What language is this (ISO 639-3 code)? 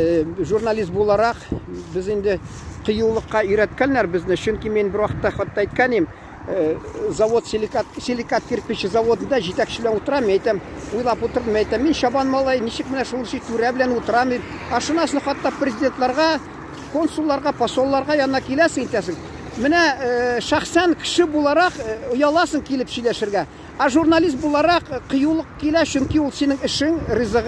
tat